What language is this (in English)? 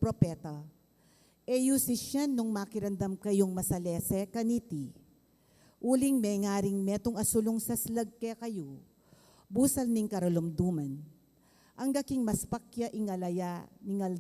Pampanga